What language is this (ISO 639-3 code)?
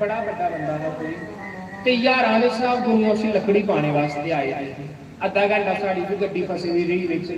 doi